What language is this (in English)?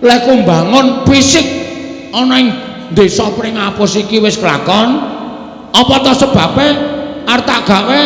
Javanese